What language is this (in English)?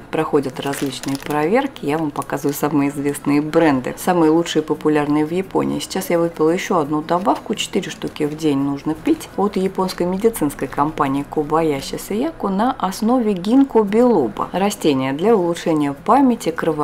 Russian